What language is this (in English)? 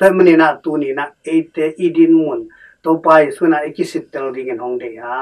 Tedim Chin